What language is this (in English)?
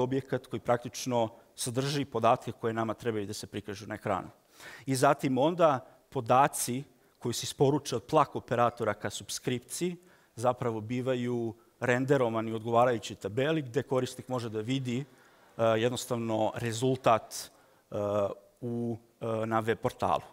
Serbian